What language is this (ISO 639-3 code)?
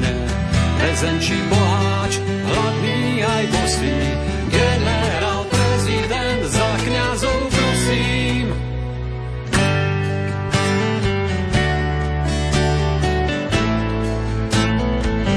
slk